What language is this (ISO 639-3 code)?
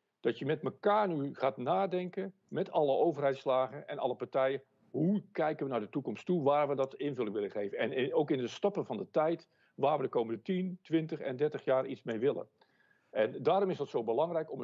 nld